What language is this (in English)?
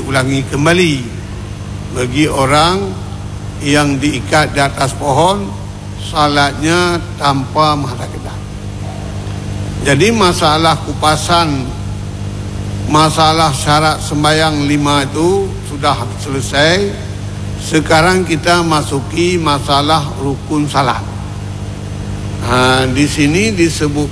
Malay